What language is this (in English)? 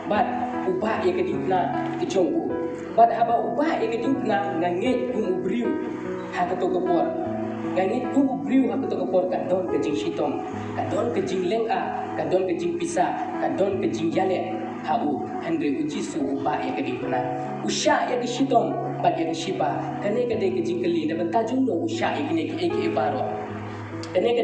Khasi